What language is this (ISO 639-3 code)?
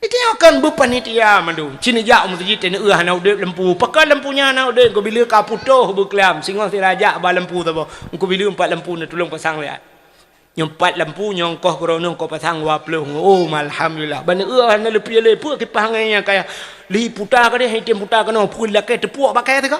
ace